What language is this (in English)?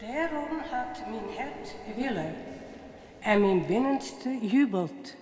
Western Frisian